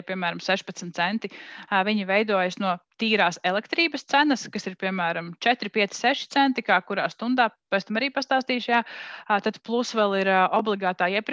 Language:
Latvian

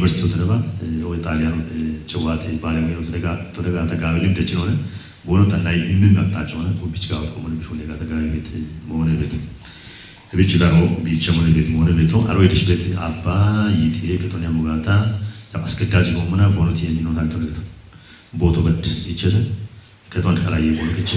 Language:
Kafa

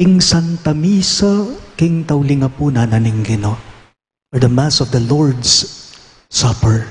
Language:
Pampanga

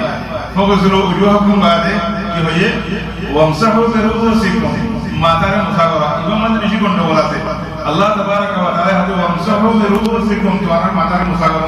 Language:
Rohingya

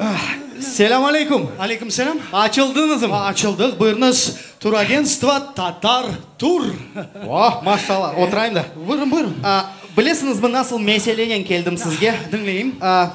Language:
Crimean Tatar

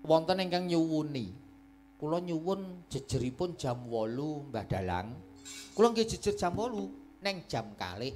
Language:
Javanese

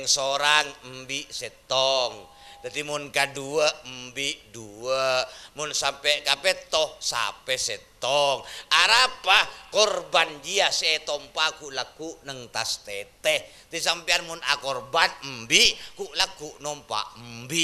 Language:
Madurese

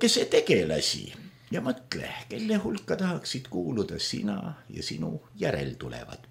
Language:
Estonian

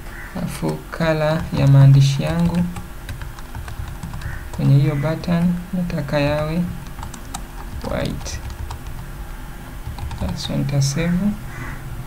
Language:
Swahili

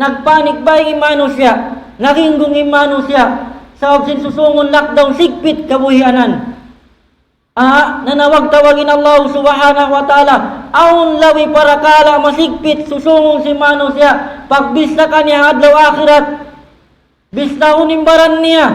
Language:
Tausug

